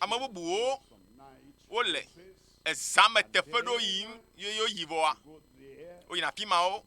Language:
Ewe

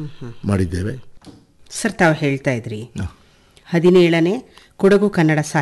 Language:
Kannada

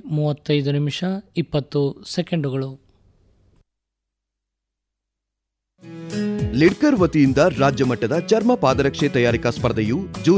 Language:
Kannada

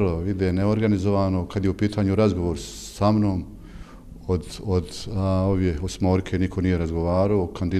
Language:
Bosnian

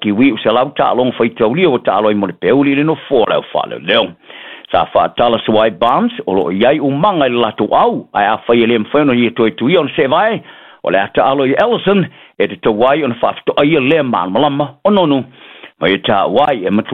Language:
Samoan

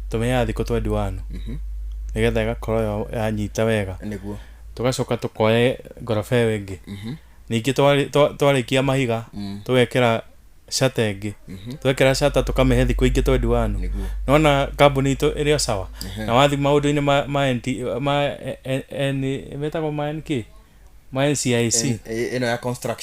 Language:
Kikuyu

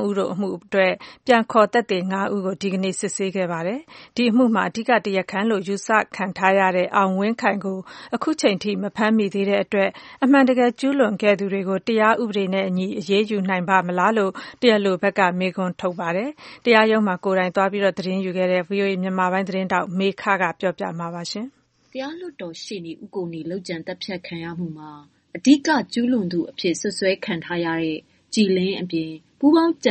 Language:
Burmese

